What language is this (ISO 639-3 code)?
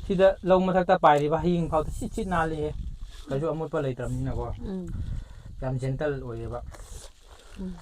mni